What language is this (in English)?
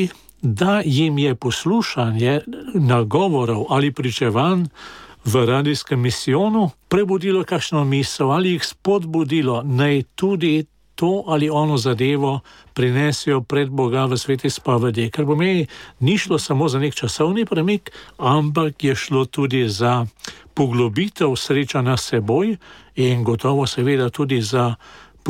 Slovenian